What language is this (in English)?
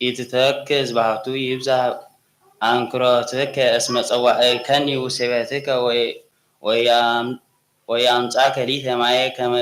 Geez